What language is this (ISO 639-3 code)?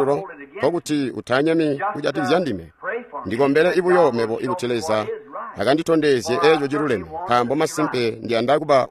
toi